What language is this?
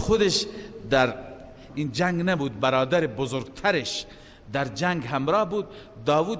Persian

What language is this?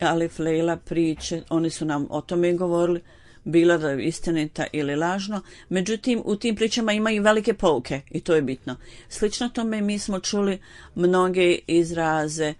Bosnian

